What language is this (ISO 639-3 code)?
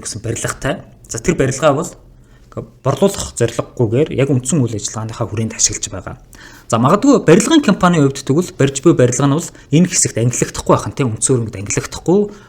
mon